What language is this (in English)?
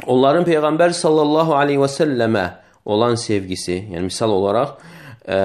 Azerbaijani